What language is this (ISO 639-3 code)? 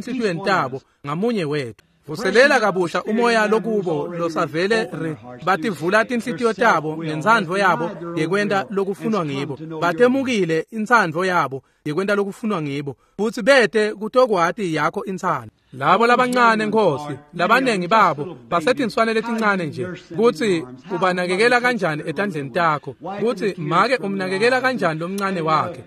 ssw